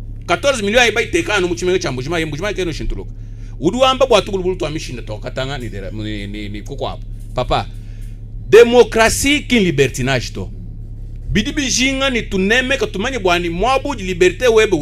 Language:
Luba-Lulua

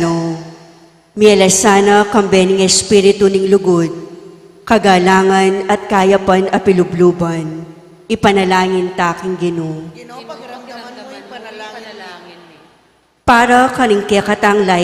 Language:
Pampanga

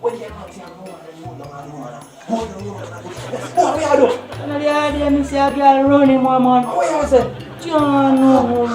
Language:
Jamaican Creole English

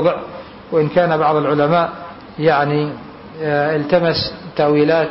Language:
Arabic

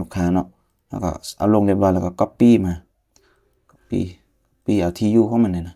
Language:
Lao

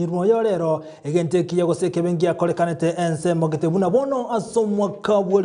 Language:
Gusii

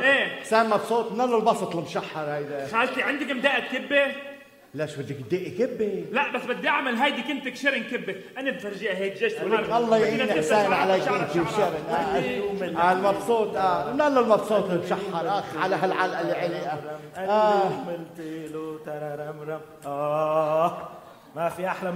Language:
North Levantine Arabic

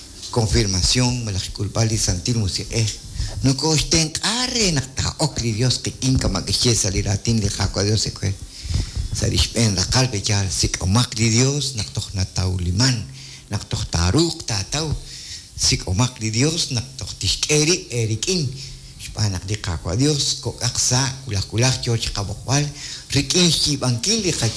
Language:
Kekchí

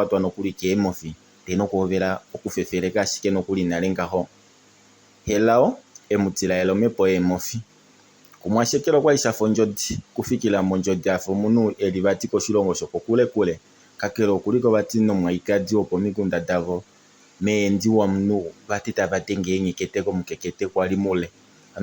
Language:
Kuanyama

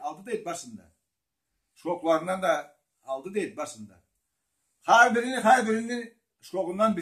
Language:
Karachay-Balkar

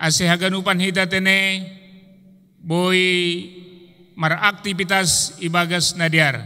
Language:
Batak Simalungun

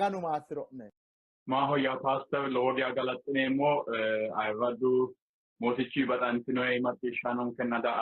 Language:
Sidamo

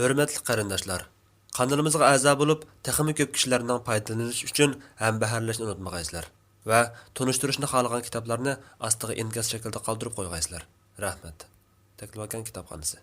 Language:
Uyghur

